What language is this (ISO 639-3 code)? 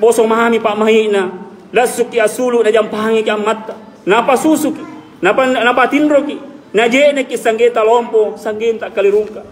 mak